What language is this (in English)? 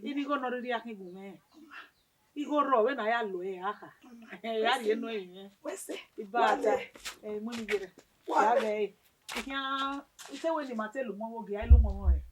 Bini